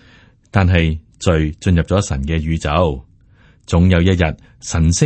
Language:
Cantonese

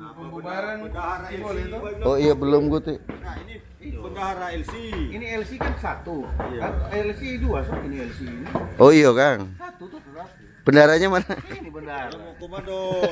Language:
Manado Malay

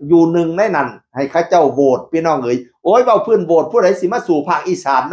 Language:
Northeastern Thai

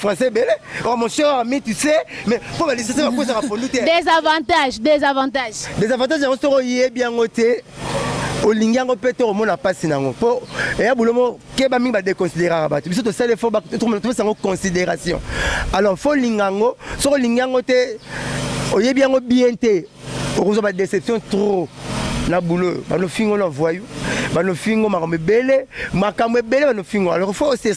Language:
Lingala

